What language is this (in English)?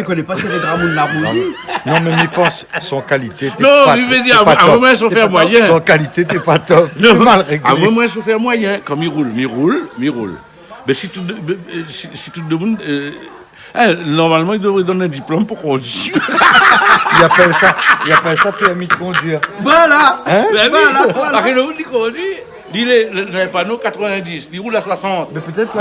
Réunion Creole French